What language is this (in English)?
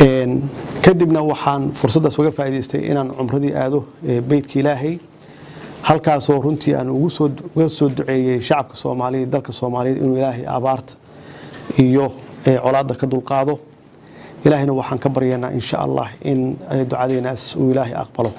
Somali